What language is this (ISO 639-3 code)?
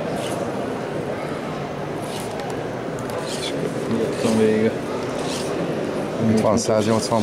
hun